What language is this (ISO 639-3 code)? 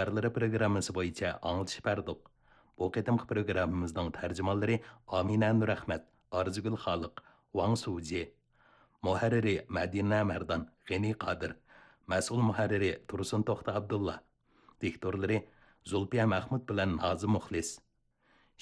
uig